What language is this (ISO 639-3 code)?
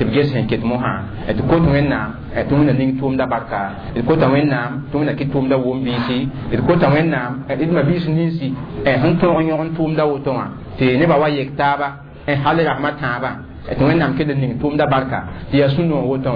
mos